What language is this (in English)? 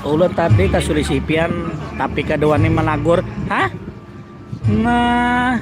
Banjar